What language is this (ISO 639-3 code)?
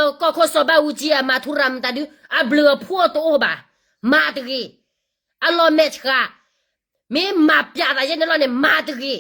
ksw